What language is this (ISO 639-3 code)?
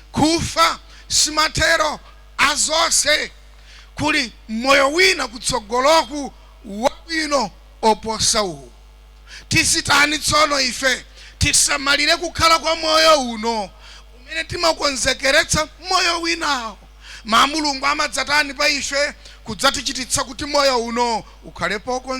nya